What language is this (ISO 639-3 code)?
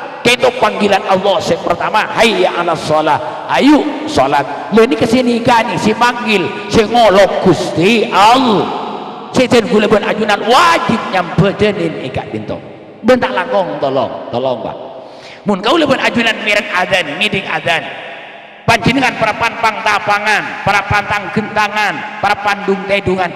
mad